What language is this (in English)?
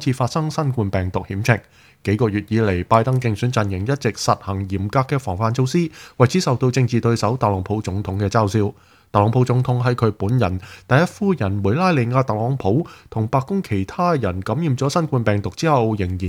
Cantonese